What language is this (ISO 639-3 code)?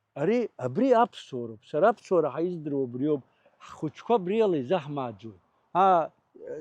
abk